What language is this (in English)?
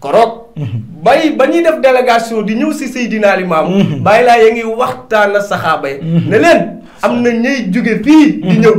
Wolof